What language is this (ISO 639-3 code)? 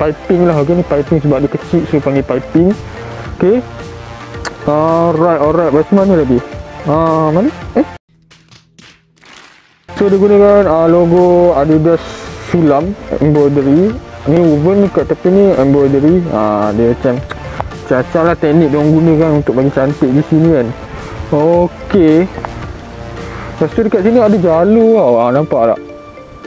msa